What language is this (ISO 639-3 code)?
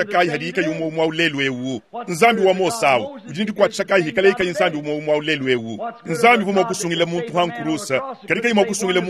lua